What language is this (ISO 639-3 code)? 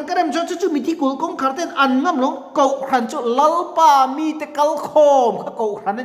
lus